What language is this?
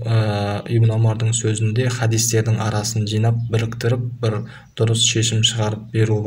Kazakh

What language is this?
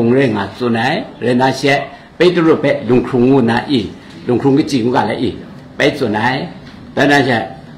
Kachin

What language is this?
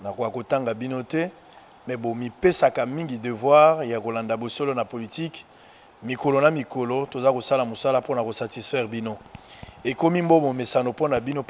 Lingala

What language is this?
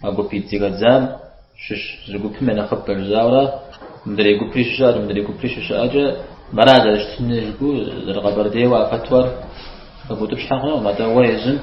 Kabardian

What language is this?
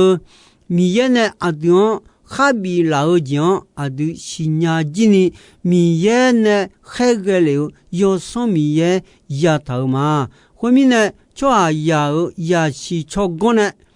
Akha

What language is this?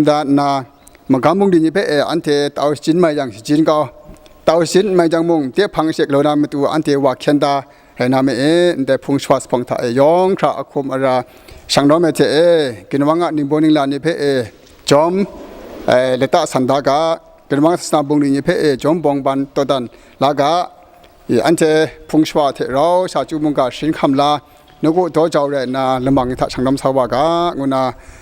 Kachin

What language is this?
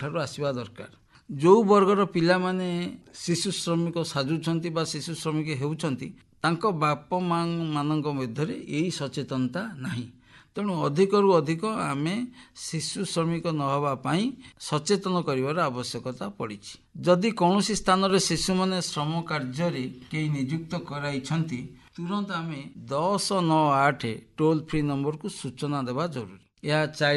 Odia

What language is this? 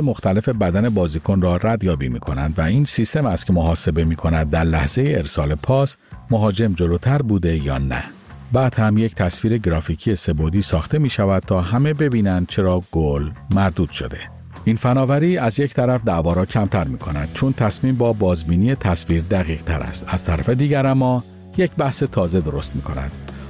Persian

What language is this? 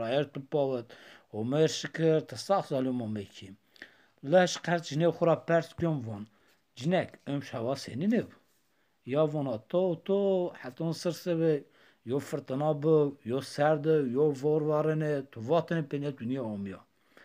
Zaza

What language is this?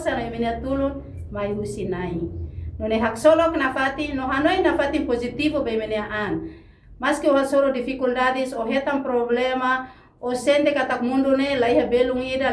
Tetum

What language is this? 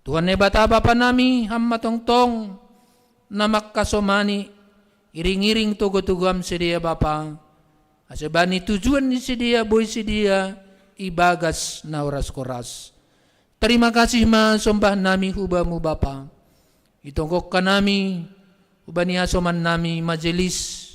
Batak Simalungun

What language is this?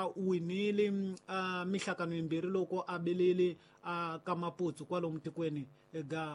Tsonga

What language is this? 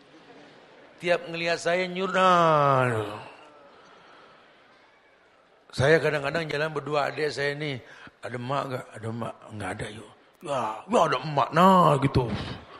Indonesian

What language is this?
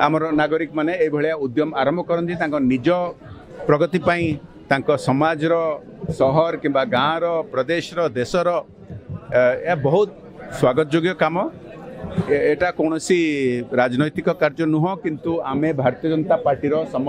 Odia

